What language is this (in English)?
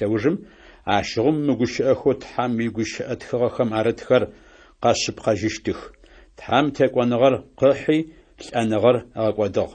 Adyghe